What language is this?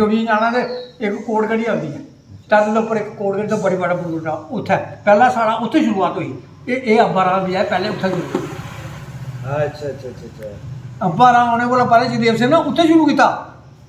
Dogri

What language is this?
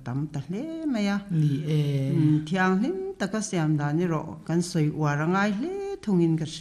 Mizo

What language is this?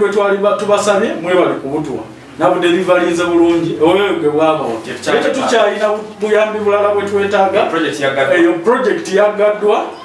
Ganda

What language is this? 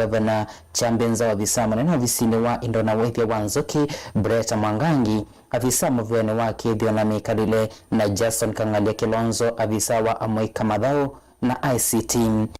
Kamba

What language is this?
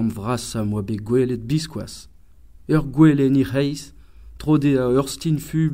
Breton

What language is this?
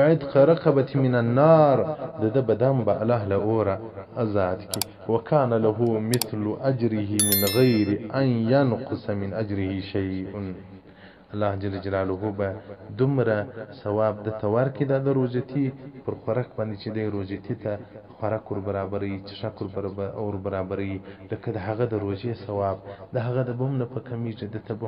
Pashto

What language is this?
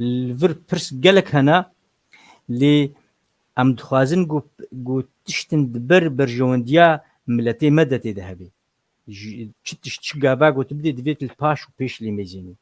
Kurdish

